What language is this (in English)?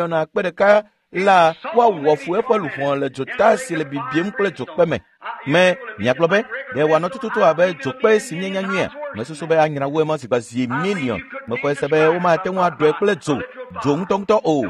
Ewe